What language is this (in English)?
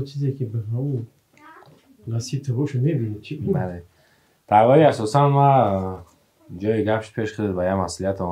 Persian